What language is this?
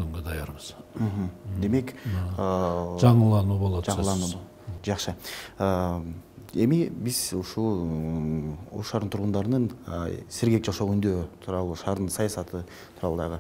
Kyrgyz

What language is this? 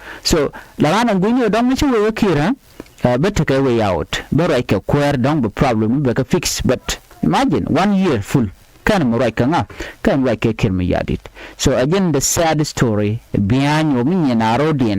Nuer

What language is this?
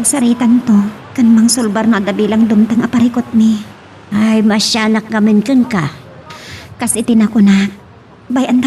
Iloko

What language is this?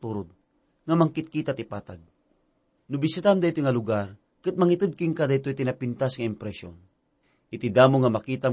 Iloko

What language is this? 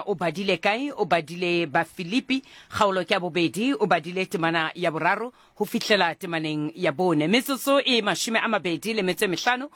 Southern Sotho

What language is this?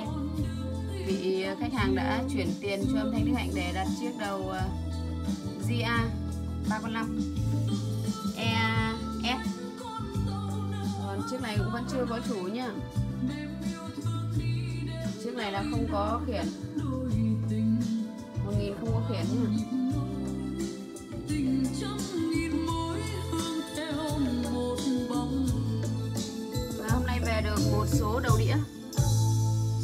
Vietnamese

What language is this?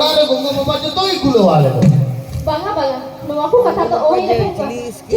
Santali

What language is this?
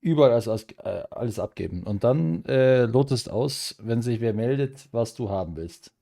Bavarian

